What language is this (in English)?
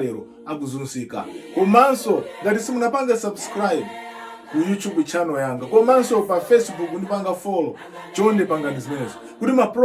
Nyanja